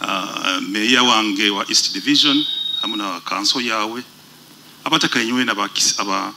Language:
Nyoro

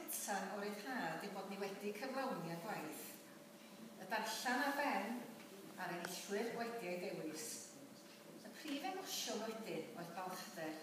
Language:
Welsh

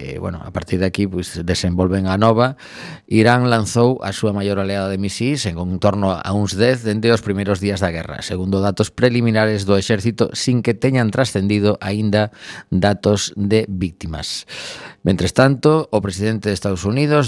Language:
Galician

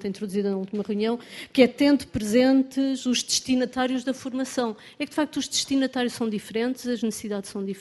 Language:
Portuguese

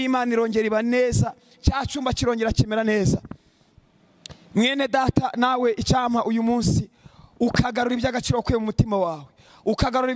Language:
Kinyarwanda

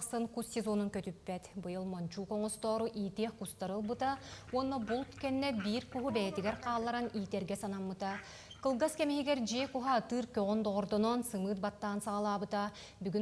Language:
Yakut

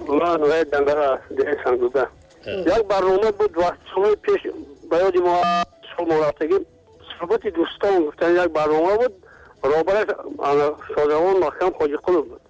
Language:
Tajik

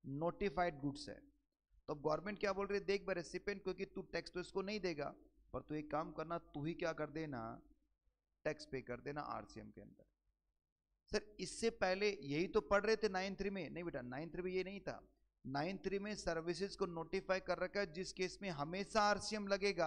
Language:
Hindi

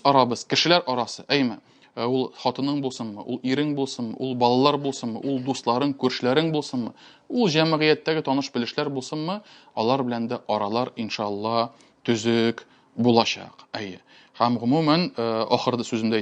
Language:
Tatar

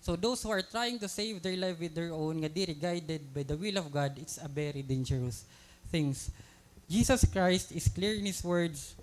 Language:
Waray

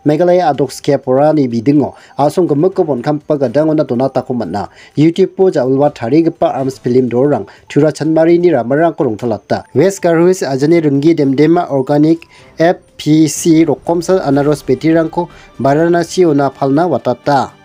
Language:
Garo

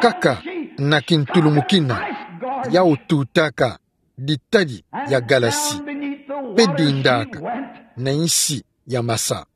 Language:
Kituba (Democratic Republic of Congo)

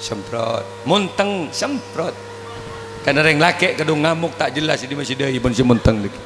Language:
Madurese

